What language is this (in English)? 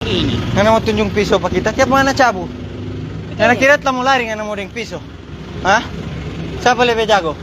Manado Malay